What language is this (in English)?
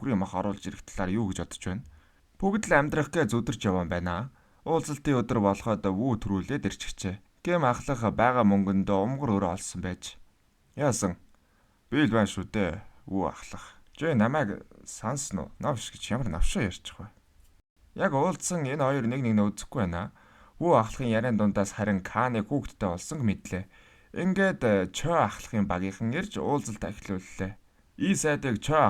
Mongolian